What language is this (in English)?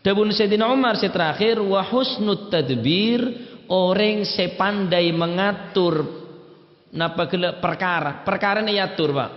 Madurese